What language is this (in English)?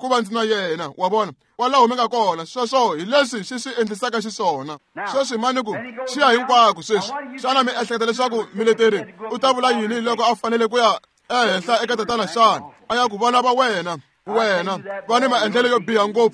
Tsonga